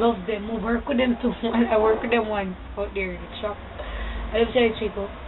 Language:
Jamaican Creole English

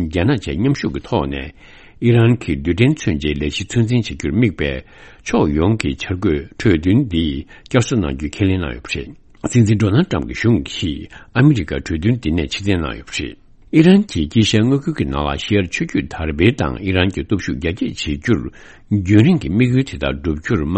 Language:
Tibetan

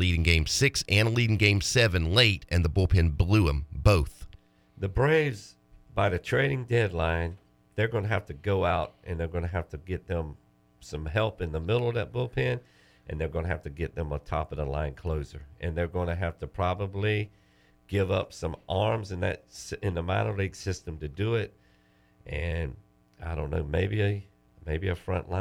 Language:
English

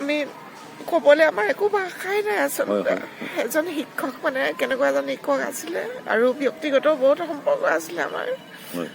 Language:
Assamese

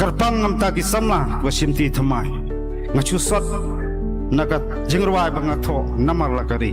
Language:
Khasi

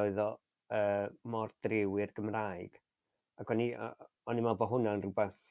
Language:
Welsh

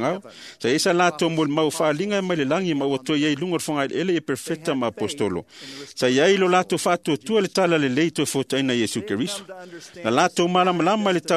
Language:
Samoan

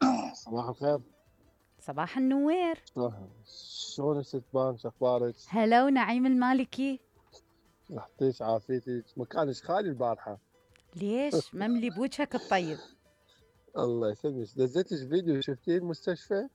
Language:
Mesopotamian Arabic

